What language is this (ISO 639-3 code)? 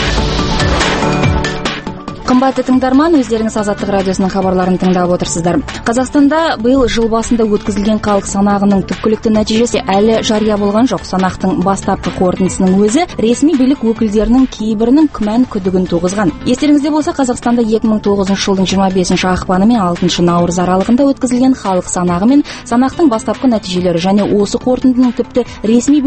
kaz